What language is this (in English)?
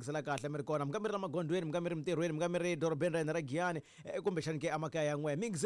Tsonga